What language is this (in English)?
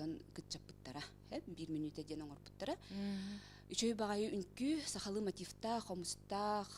Yakut